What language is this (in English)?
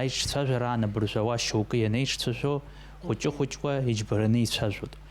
Abkhazian